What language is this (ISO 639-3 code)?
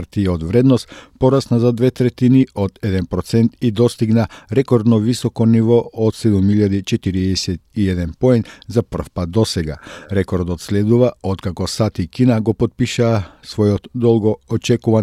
mkd